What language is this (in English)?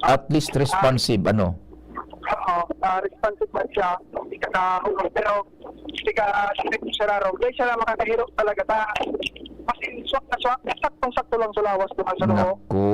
Bikol